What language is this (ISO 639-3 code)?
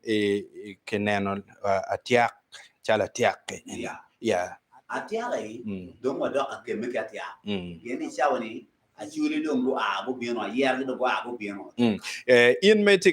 ach